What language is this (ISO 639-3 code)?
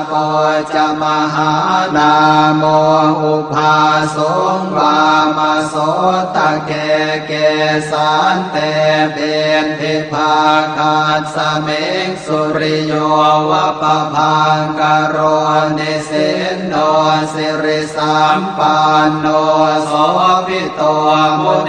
pli